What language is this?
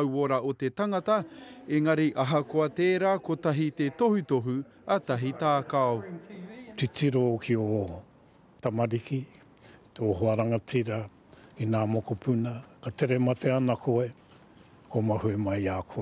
Māori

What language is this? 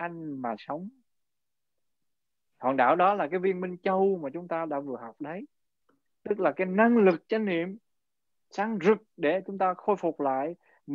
Vietnamese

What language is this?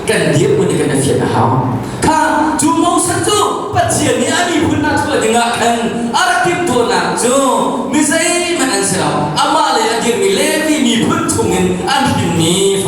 Hakha Chin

